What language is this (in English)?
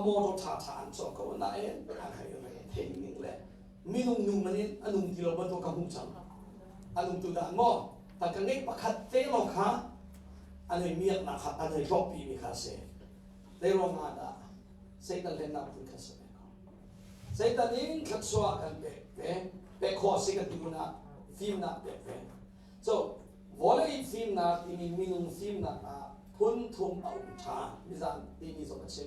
Hakha Chin